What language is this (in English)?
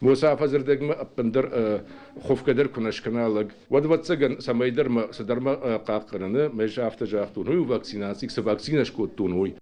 Ossetic